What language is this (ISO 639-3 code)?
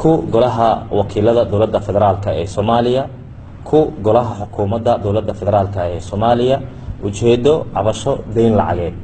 som